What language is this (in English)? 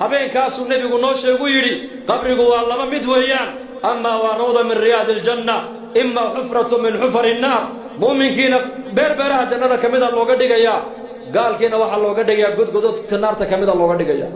Somali